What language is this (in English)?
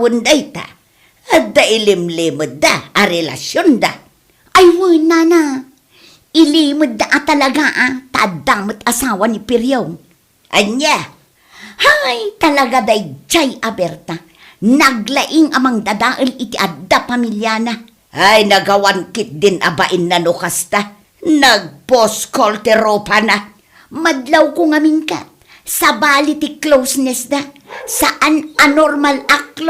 Iloko